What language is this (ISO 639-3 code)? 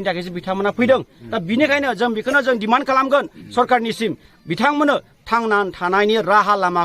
brx